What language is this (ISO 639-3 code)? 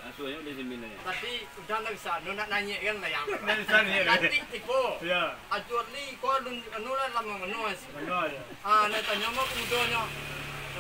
min